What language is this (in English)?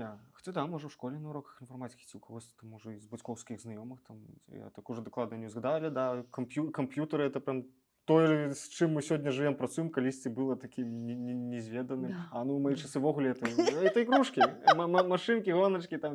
Belarusian